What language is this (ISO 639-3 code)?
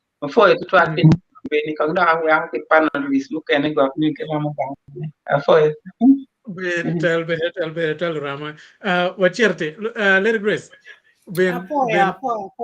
ach